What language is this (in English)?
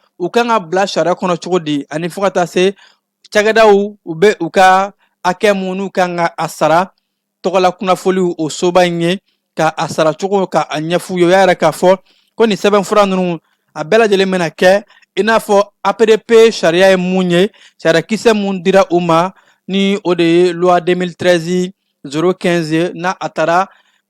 Bambara